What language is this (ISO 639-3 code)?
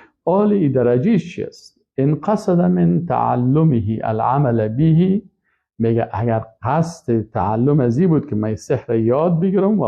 fas